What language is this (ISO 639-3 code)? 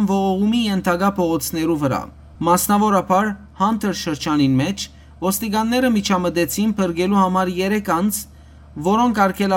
hyw